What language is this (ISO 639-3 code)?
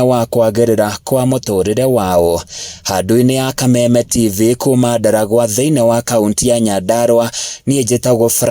kik